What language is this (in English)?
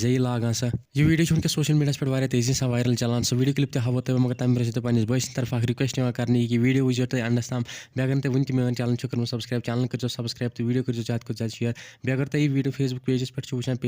Kashmiri